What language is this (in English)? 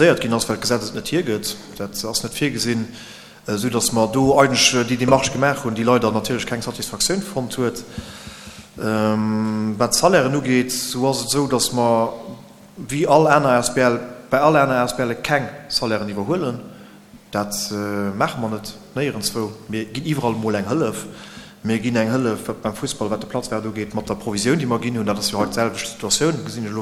Luxembourgish